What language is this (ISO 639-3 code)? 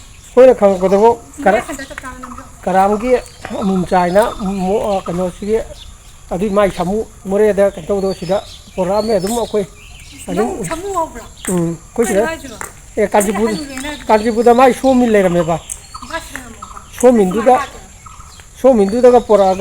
mni